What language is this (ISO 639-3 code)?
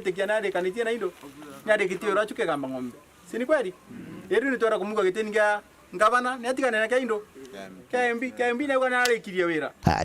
mer